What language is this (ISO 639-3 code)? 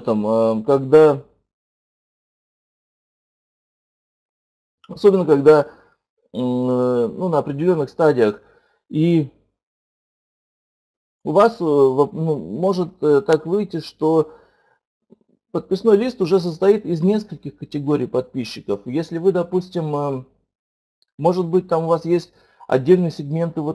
rus